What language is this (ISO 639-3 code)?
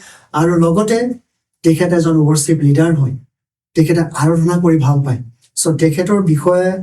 asm